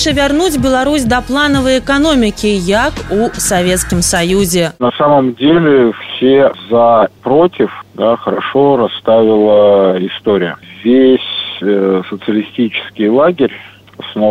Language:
Belarusian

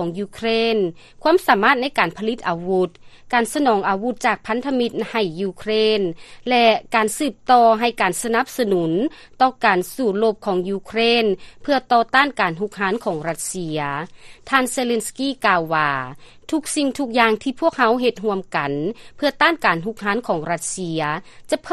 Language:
Lao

